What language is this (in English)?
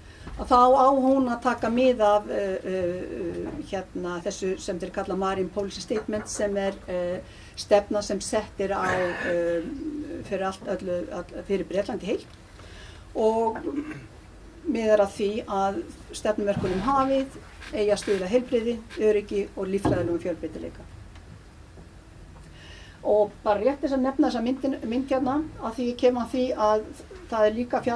Icelandic